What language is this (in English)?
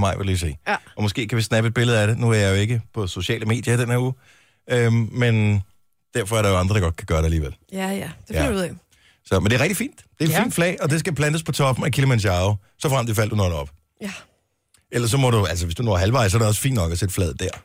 Danish